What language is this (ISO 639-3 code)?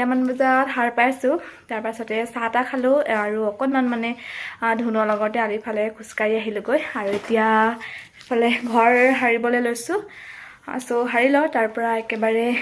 asm